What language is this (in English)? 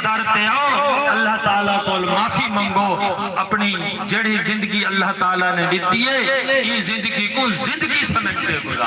Saraiki